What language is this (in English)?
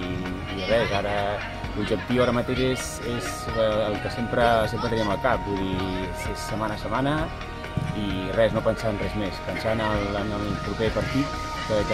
Catalan